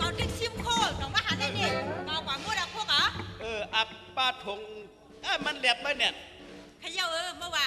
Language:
Shan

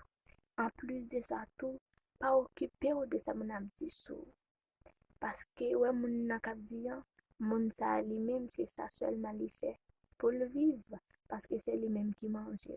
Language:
Haitian Creole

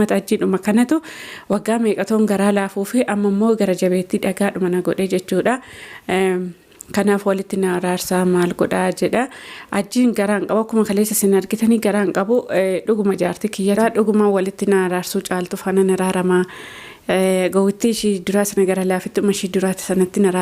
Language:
Oromo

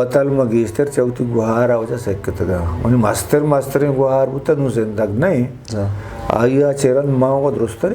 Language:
Eastern Balochi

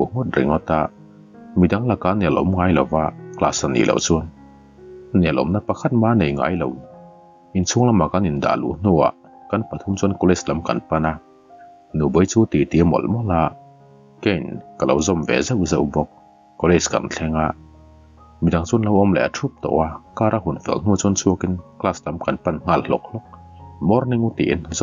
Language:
Mizo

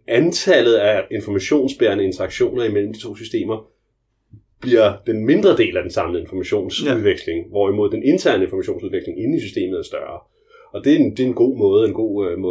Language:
Danish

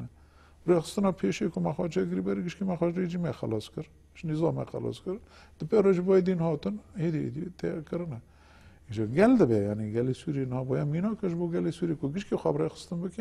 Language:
Kurdish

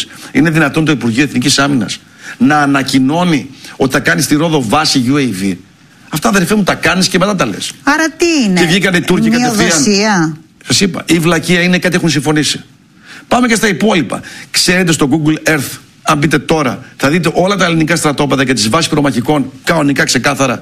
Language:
Greek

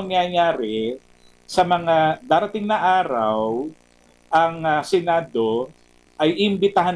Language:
Filipino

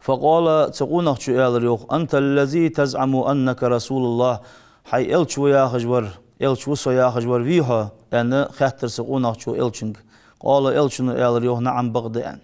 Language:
Ingush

